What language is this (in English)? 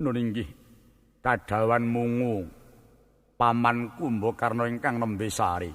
Javanese